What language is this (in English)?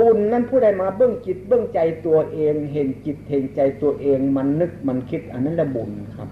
Northeastern Thai